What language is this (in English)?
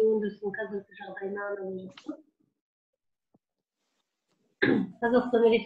Kazakh